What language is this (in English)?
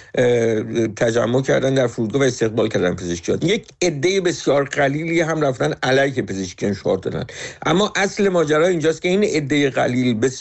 Persian